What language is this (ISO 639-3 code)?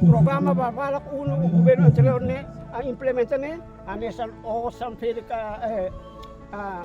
tet